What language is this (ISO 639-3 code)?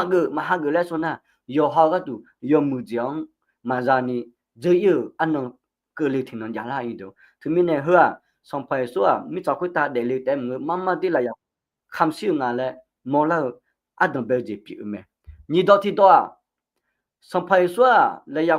ahk